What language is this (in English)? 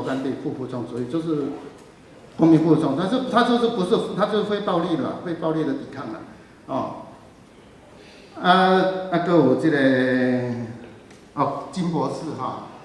Min Nan Chinese